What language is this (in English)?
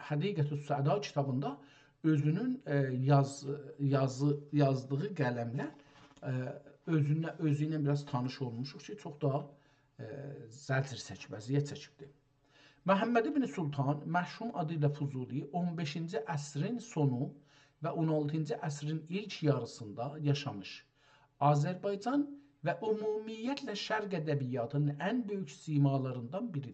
South Azerbaijani